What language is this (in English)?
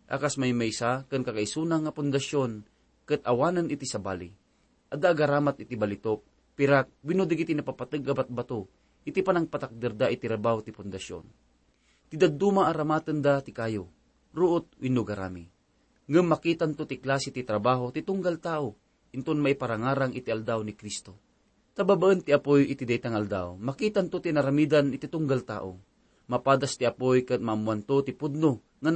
Iloko